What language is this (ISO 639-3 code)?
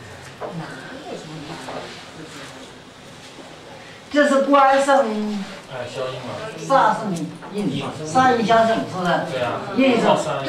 zho